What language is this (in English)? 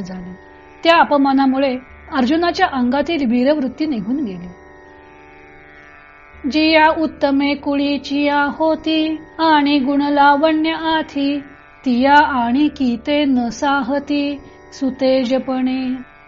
Marathi